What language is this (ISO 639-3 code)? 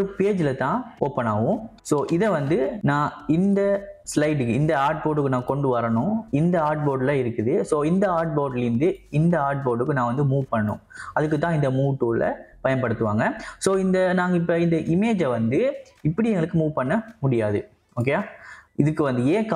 tam